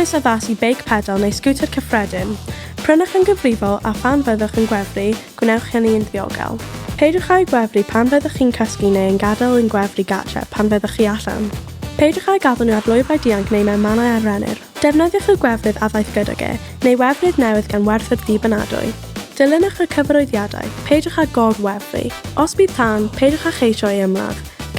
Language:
Welsh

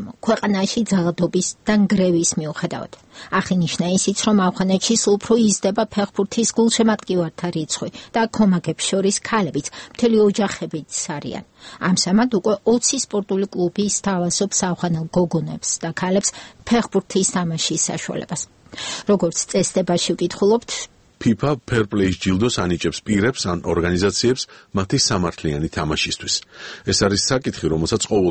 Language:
Georgian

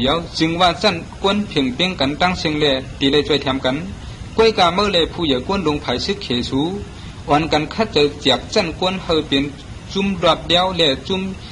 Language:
Shan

